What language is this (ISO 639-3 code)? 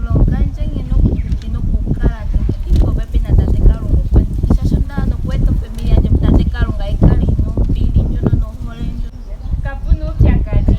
ndo